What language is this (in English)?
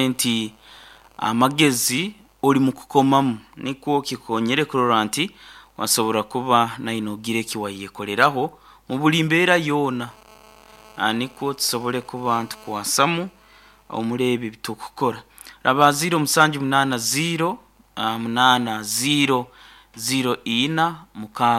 Nyoro